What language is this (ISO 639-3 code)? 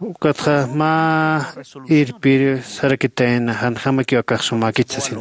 aym